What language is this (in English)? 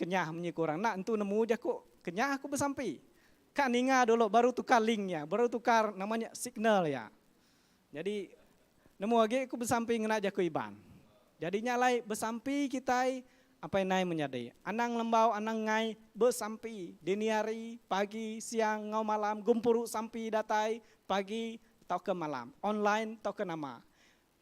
Iban